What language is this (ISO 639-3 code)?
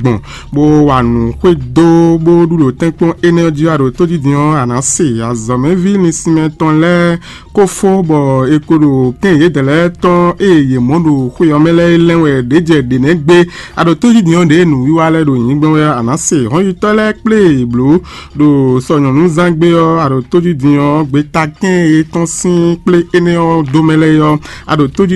fon